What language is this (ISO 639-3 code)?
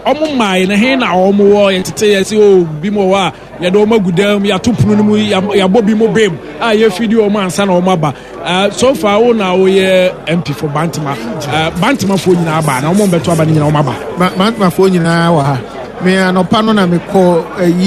aka